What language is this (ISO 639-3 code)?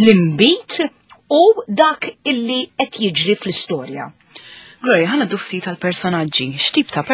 mlt